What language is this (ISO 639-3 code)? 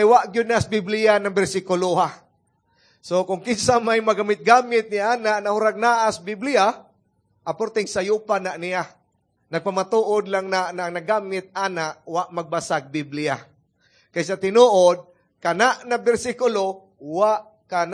ceb